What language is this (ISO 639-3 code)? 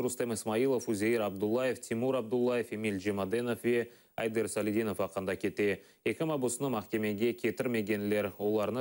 crh